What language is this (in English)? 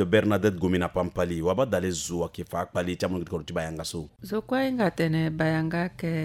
Sango